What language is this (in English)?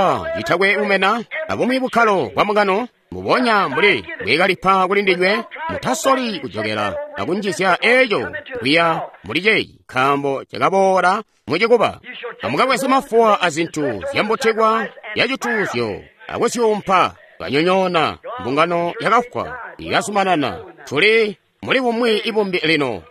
Tonga (Zambia)